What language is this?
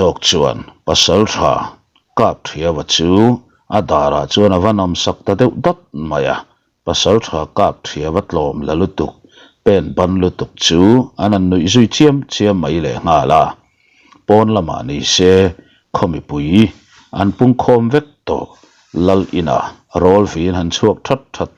Mizo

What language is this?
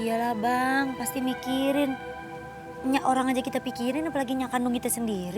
Betawi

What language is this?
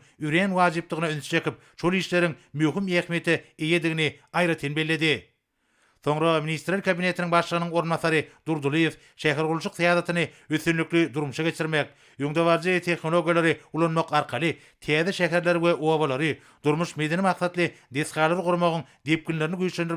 Turkmen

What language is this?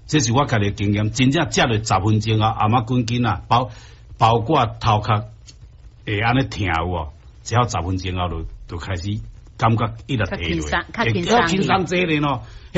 Min Nan Chinese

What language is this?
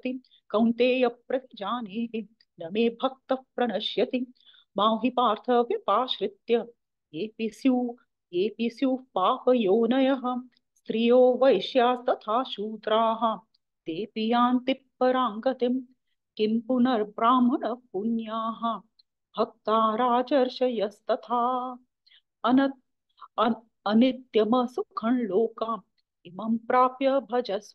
Sanskrit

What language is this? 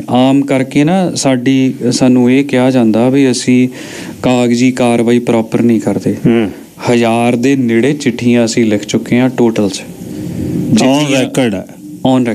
Punjabi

